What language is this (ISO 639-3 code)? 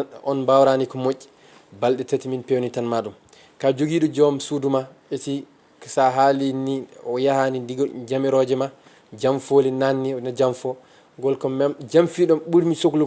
ful